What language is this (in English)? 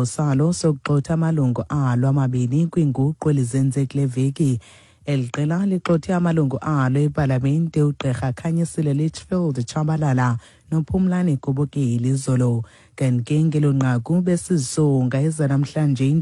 Xhosa